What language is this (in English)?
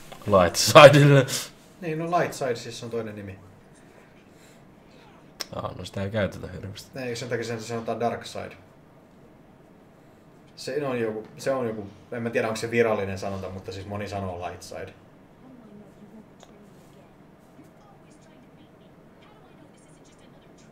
Finnish